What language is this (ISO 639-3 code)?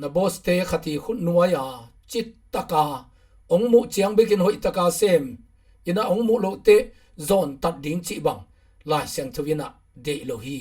ctd